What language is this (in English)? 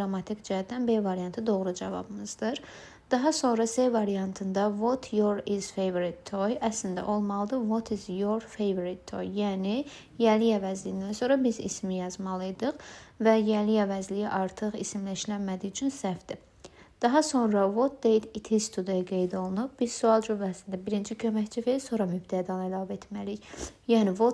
Azerbaijani